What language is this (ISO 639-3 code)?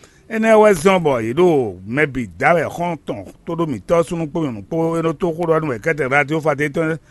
fon